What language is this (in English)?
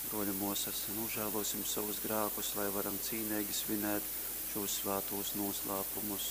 Latgalian